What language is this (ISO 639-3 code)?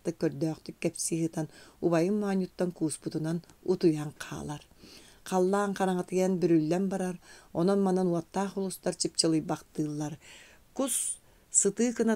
sah